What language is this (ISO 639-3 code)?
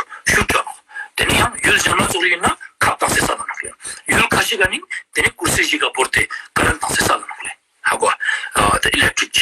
lbj